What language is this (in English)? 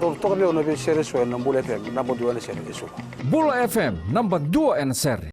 Fijian